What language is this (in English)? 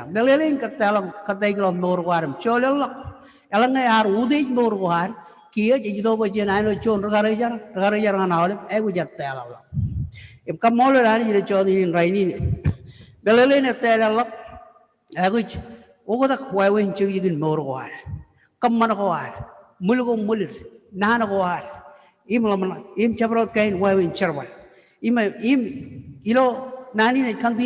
Marshallese